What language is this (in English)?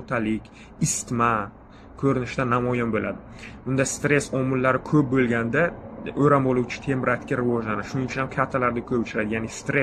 Uzbek